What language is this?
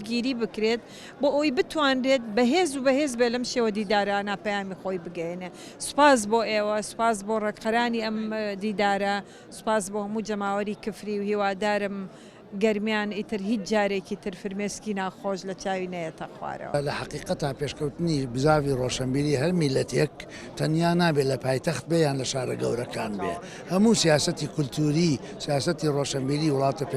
Central Kurdish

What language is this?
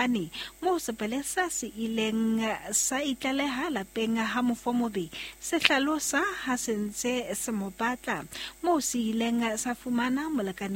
Southern Sotho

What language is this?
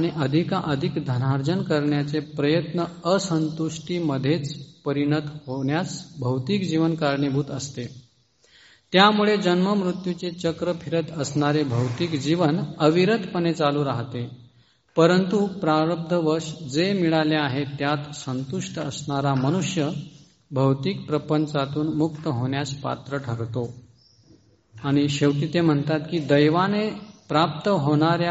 Marathi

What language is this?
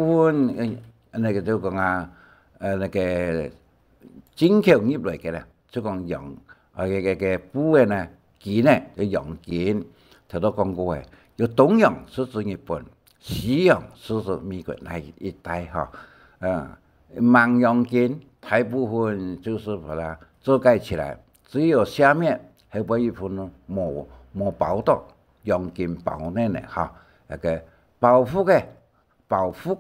Hakka Chinese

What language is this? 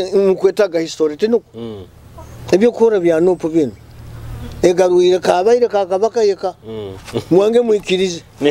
Nyoro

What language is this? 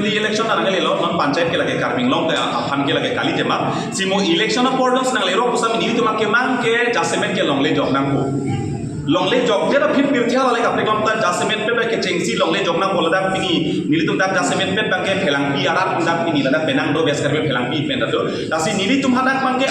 Karbi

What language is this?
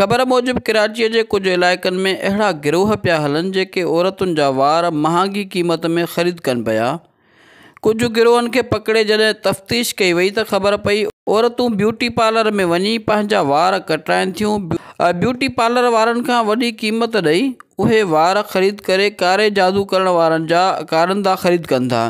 Sindhi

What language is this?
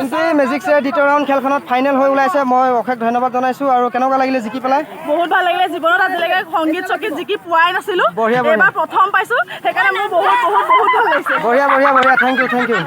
Assamese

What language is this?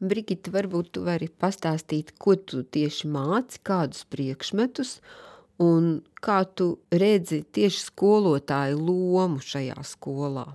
Latvian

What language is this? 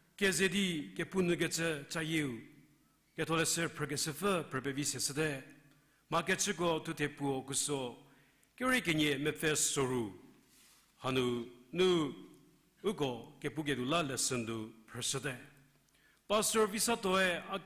Angami Naga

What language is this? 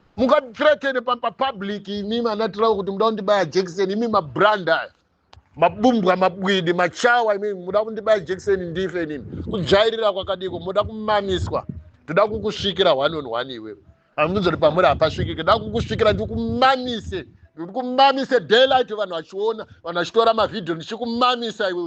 Shona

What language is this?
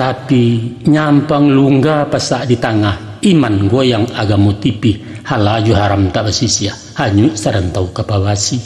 Minangkabau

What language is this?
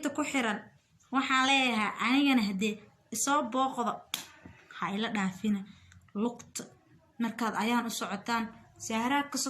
Somali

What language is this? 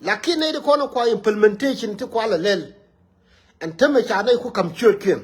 Nuer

